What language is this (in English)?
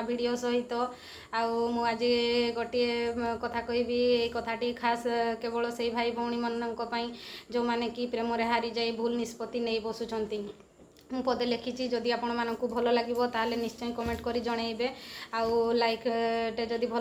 Odia